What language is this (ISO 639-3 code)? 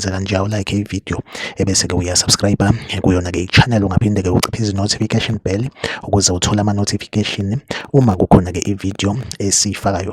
zul